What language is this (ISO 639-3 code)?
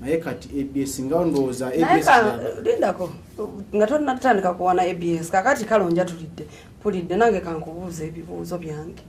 lug